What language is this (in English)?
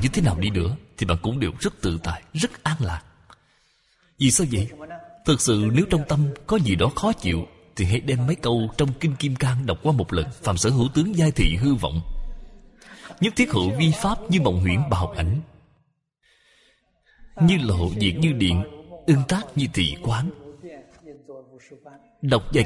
Vietnamese